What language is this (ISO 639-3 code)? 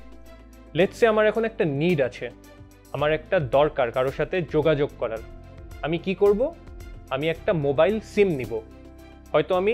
ben